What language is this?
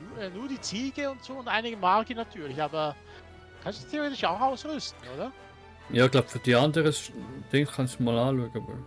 Swiss German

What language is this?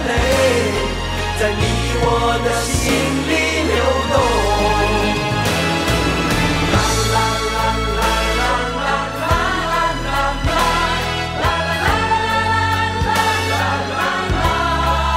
Chinese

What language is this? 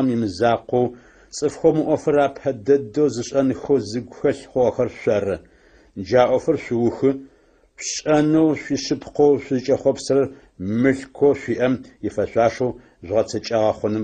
Adyghe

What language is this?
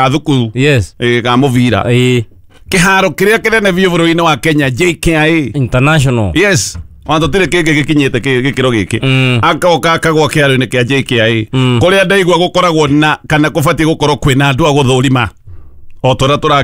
Kikuyu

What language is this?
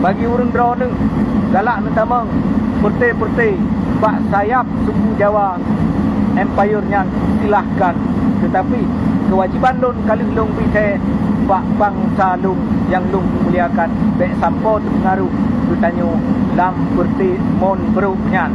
Achinese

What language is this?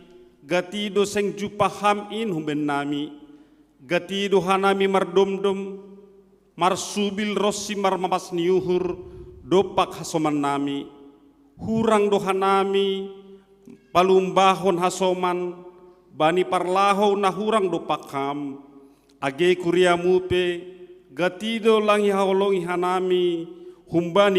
Batak Simalungun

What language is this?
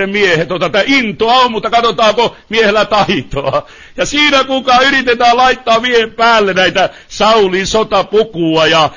Finnish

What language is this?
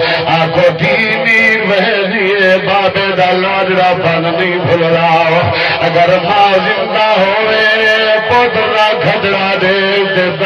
Saraiki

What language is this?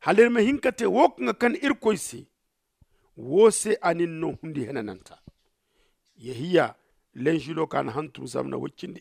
Zarma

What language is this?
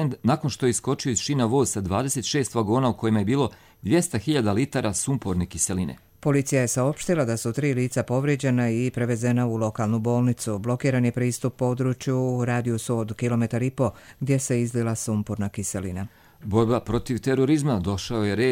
Croatian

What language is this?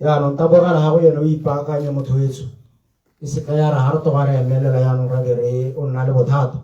Tswana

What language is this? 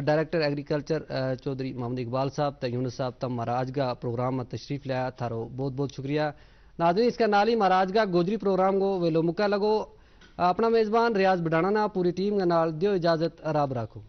Gujari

